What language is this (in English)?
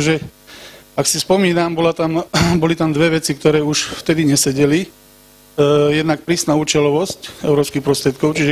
Slovak